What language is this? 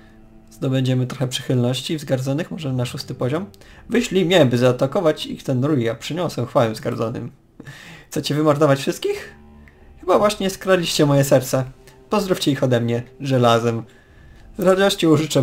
Polish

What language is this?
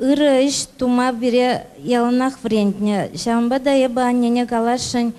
Chuvash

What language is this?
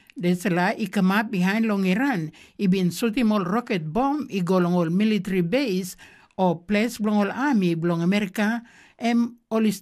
Tok Pisin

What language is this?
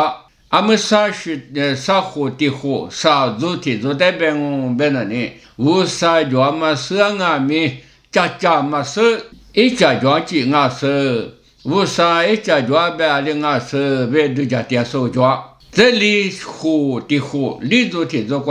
Lisu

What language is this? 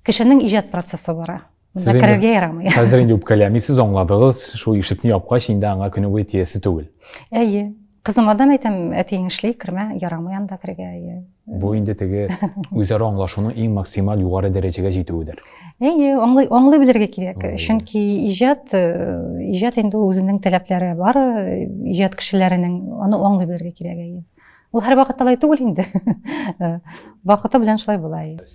Tatar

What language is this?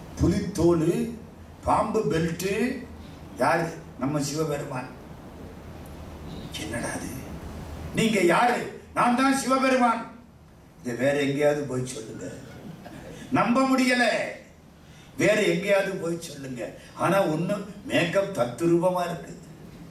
Tamil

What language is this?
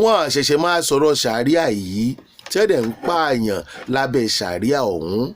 Yoruba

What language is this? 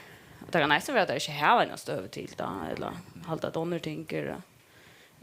Faroese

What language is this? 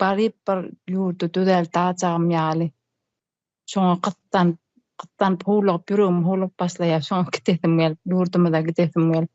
Turkmen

